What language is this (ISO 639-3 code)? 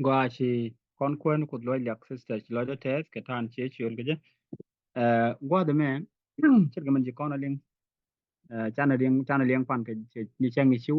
nus